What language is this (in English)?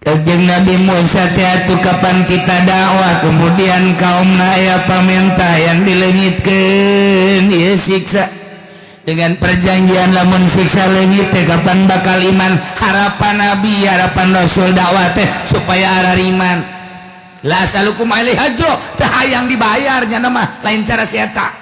Sundanese